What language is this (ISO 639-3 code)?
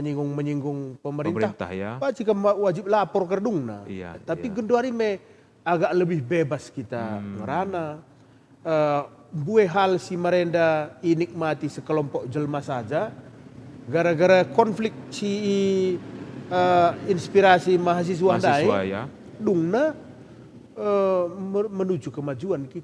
btx